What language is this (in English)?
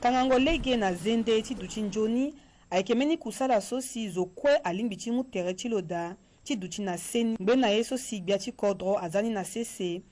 Sango